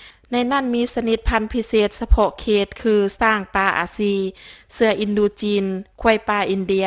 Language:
Lao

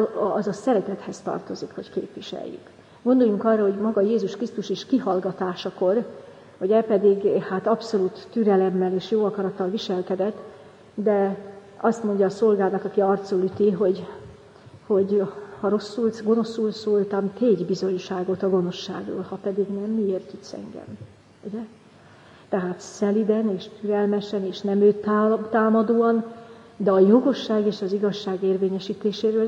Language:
Hungarian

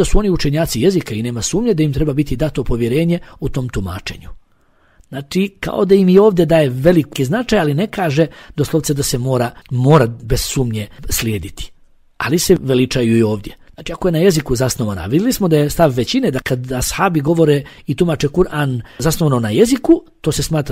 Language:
Bosnian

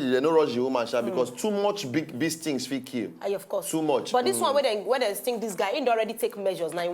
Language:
Nigerian Pidgin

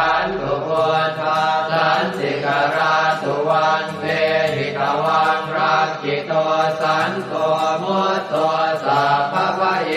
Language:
Pali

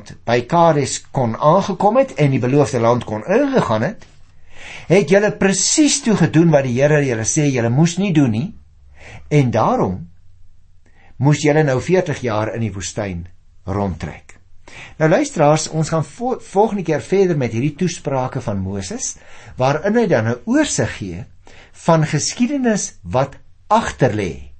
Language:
Afrikaans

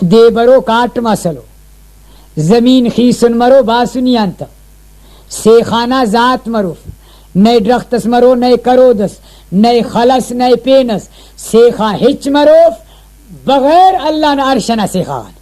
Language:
Brahui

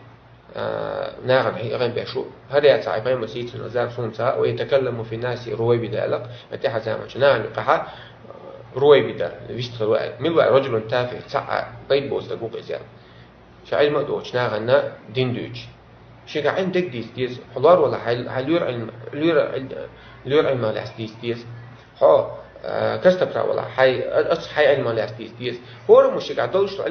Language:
Chechen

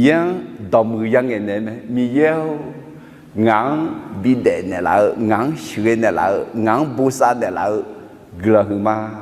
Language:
Akha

